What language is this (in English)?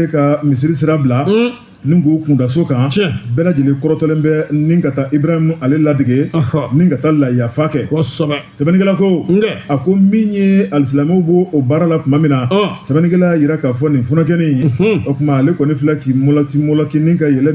Bambara